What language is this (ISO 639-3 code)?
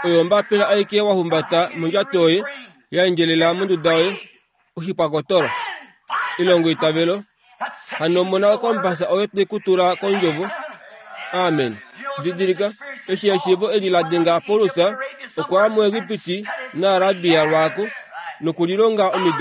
kua